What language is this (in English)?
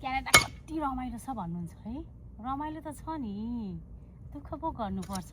Nepali